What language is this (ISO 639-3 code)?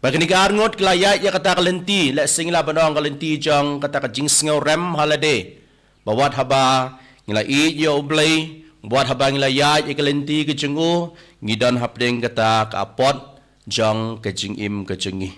kha